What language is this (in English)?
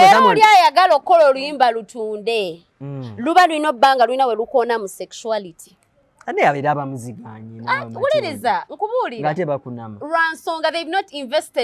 Ganda